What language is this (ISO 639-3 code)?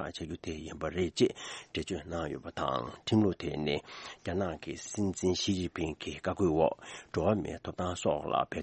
bod